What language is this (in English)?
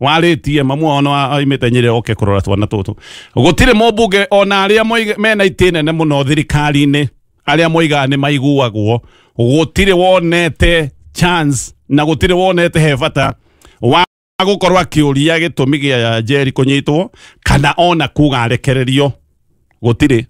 Kikuyu